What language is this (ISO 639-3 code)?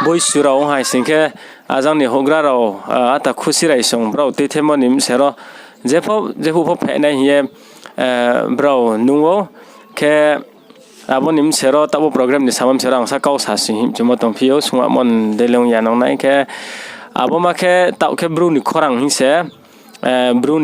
ria